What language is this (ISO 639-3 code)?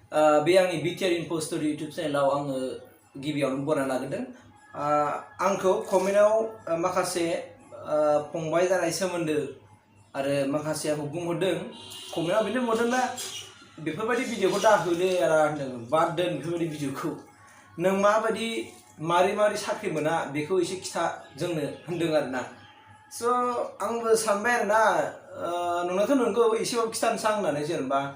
brx